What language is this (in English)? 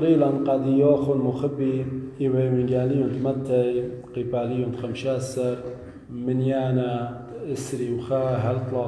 Assyrian Neo-Aramaic